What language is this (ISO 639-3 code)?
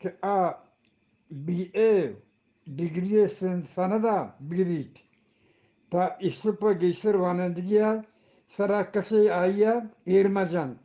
bgp